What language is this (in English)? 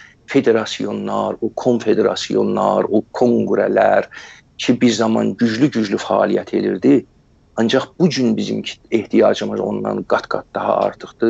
South Azerbaijani